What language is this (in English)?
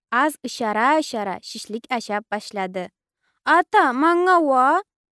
Karachay-Balkar